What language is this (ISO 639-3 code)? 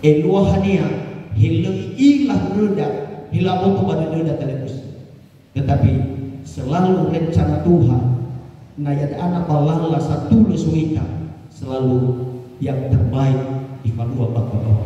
nia